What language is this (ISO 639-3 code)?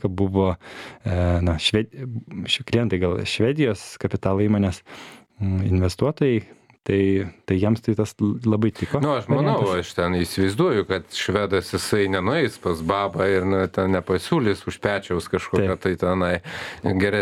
lit